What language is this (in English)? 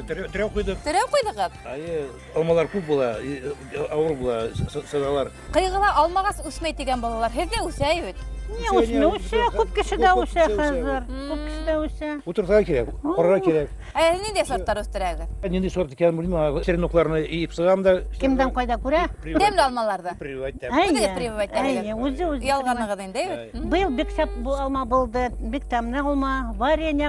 Bashkir